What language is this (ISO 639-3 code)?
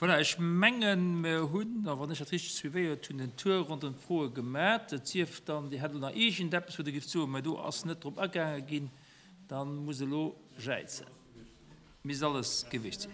ltz